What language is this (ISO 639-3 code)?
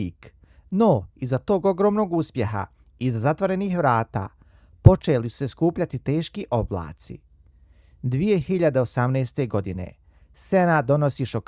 bos